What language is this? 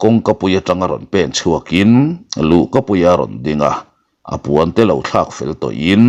Mizo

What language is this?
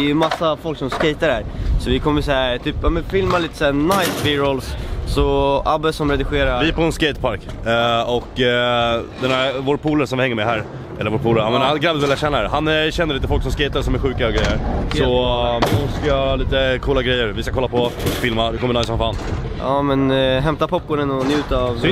Swedish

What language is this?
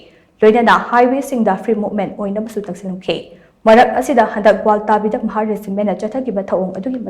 Manipuri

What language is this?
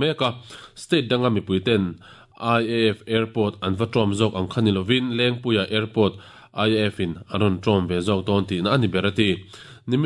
Mizo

